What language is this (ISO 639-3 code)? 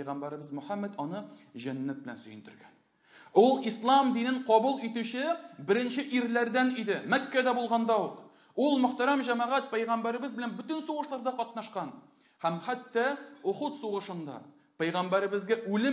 tat